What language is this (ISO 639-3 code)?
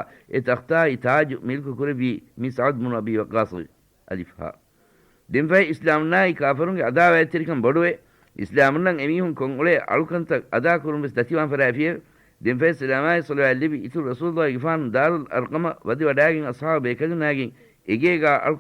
div